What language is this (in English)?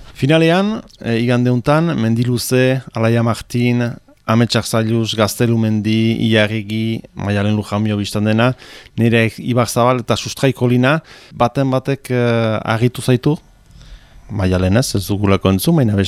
Basque